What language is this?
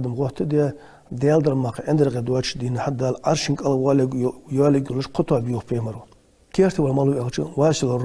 Ingush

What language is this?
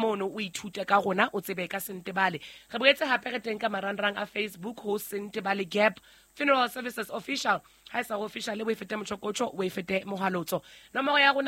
Southern Sotho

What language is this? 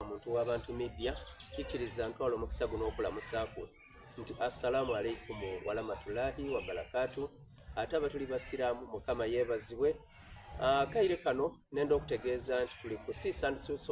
Soga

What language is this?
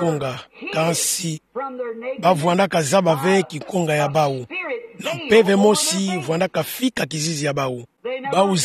Kituba (Democratic Republic of Congo)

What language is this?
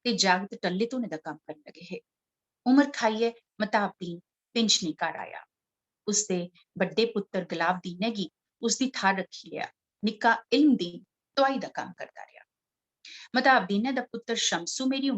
Dogri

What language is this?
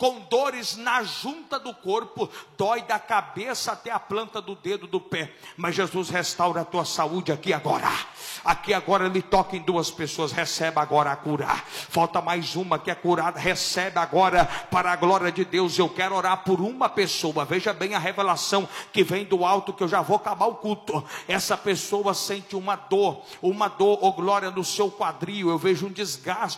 Portuguese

